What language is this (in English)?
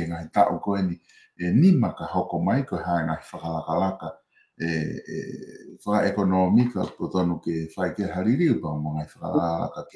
Tongan